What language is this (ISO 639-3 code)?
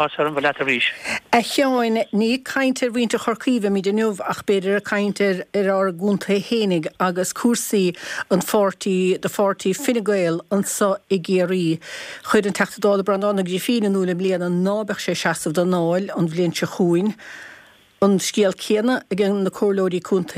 gle